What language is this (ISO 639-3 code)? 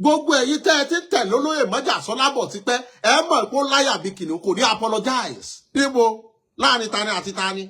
yor